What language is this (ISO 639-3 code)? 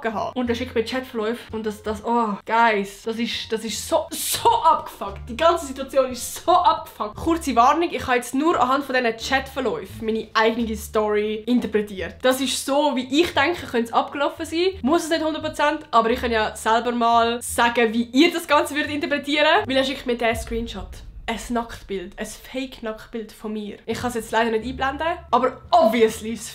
gsw